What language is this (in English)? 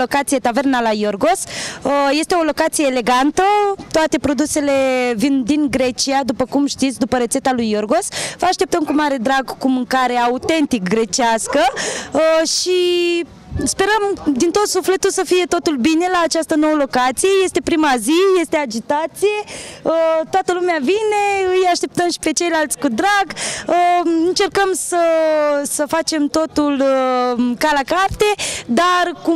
Romanian